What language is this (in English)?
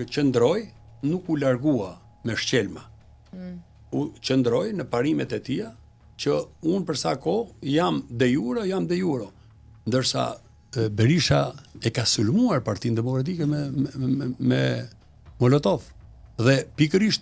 Albanian